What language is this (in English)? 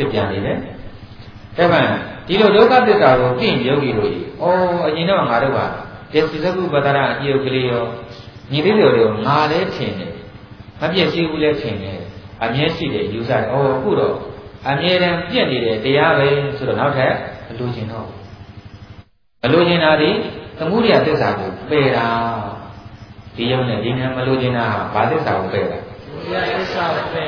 Burmese